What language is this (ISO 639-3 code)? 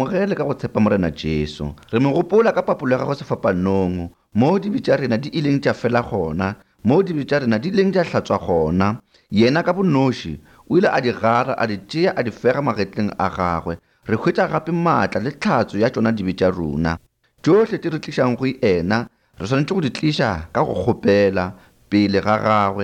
nso